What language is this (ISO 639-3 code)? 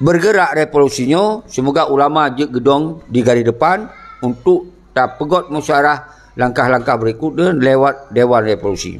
ace